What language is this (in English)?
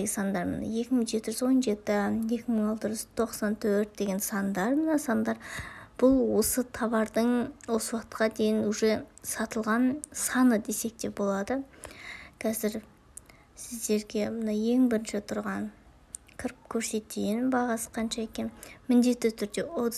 Kazakh